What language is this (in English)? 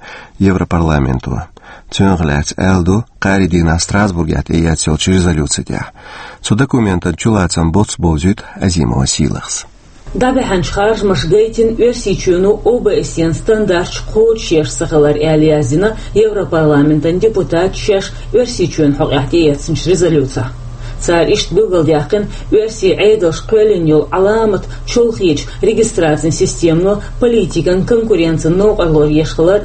Chechen